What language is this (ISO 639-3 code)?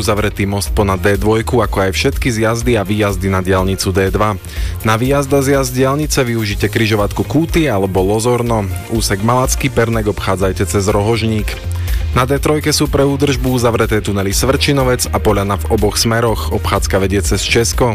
slk